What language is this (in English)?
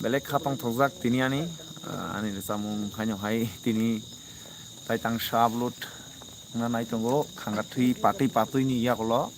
Kok Borok